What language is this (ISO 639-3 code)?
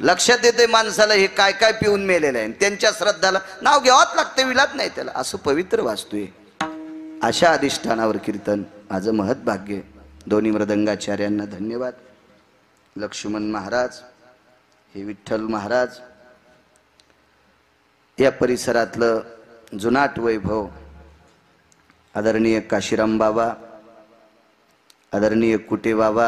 mar